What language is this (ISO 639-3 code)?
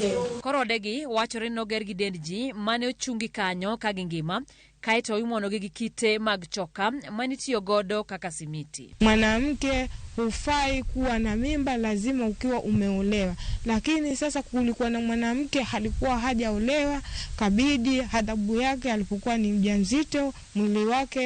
luo